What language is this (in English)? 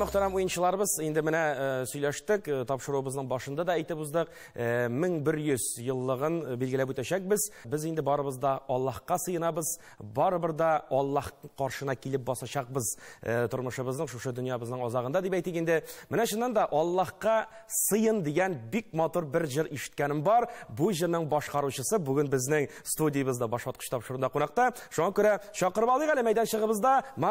Tatar